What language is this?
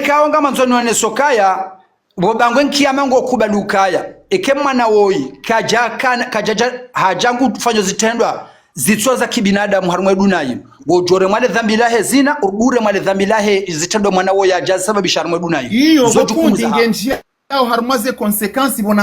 Ngazidja Comorian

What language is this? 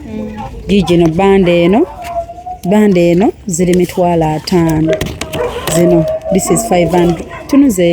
Ganda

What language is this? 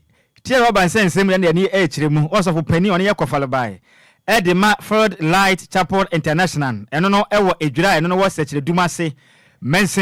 Akan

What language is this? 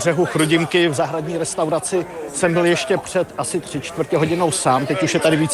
Czech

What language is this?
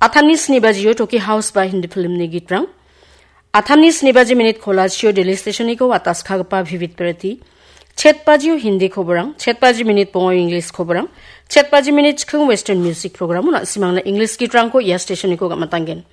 Garo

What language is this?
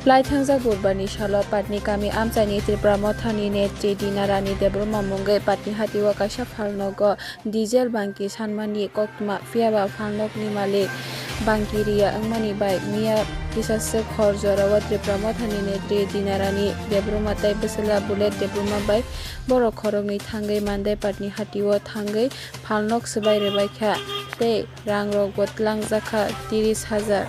Kok Borok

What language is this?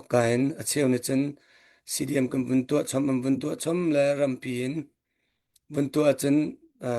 Hakha Chin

